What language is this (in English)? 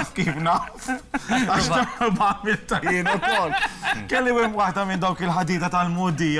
Maltese